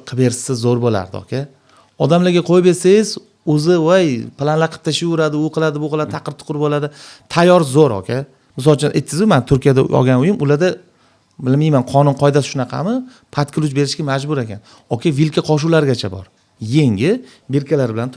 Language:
Uzbek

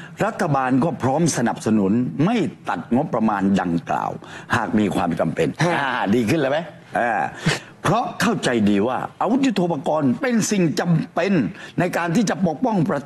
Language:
Thai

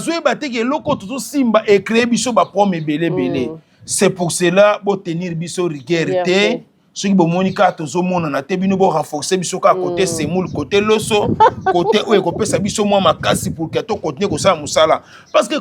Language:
Lingala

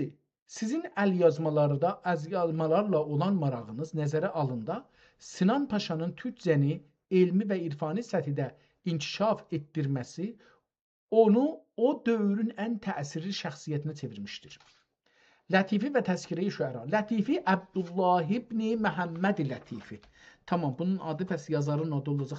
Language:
South Azerbaijani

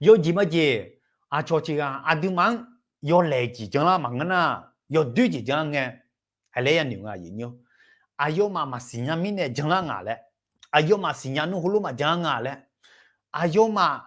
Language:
Akha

